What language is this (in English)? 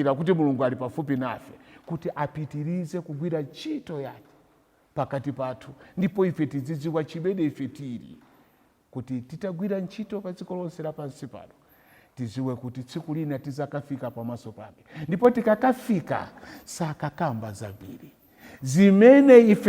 Nyanja